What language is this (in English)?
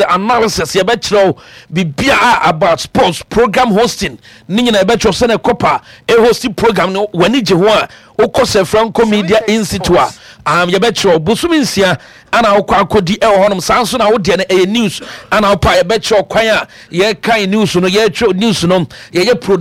Akan